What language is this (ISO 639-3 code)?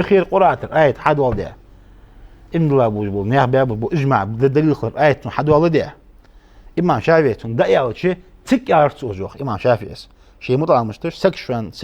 inh